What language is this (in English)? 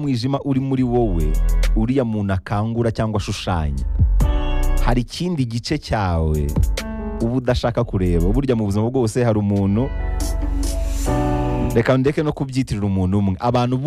Kinyarwanda